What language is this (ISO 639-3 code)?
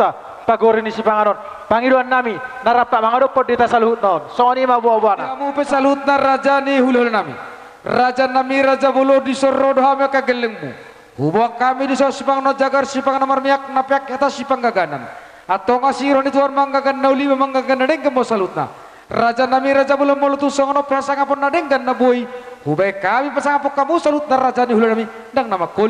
bbc